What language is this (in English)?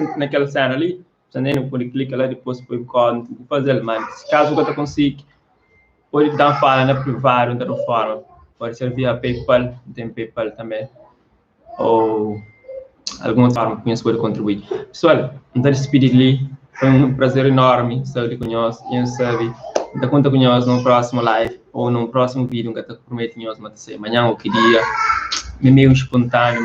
Kabuverdianu